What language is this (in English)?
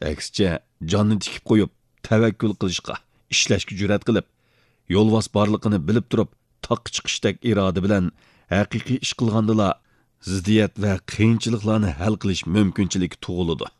Uyghur